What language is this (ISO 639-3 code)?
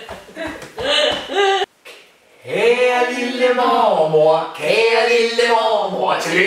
dan